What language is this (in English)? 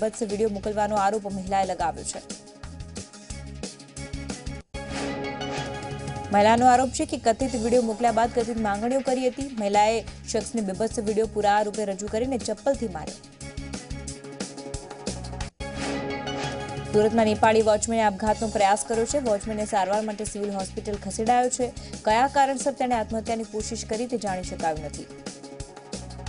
Gujarati